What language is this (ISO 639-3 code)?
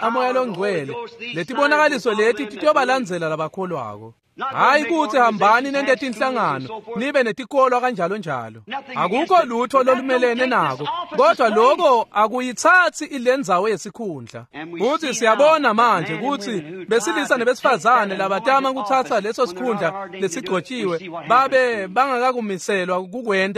ssw